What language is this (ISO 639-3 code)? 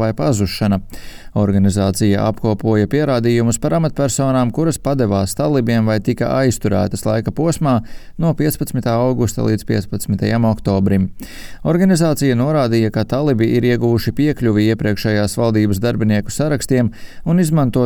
lav